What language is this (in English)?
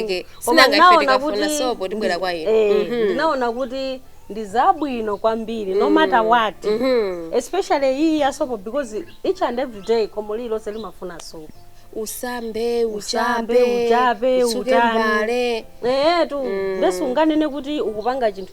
Nyanja